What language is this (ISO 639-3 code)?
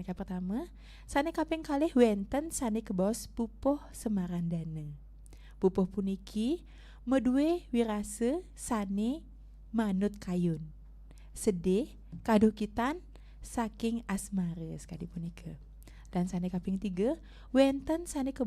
ban